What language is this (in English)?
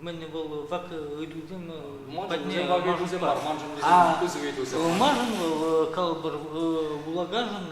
Chuvash